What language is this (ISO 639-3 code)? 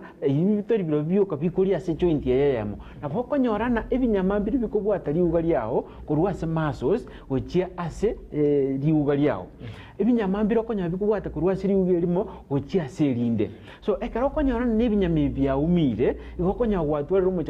guz